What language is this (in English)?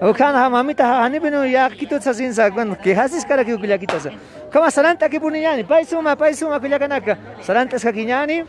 Aymara